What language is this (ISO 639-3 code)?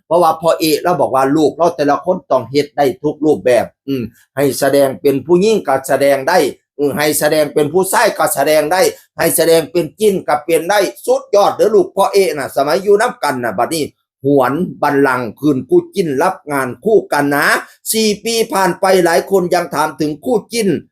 tts